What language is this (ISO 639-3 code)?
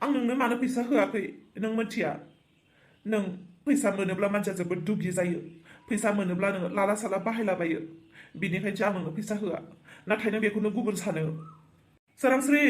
brx